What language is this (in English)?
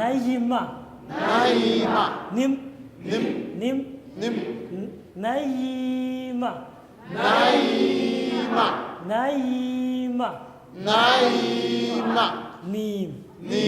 Dinka